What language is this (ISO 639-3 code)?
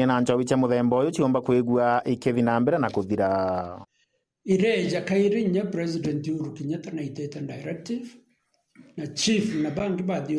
mer